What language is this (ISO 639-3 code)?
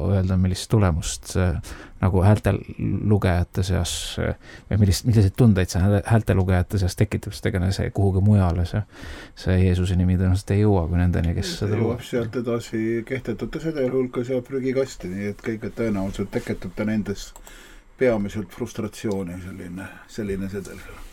est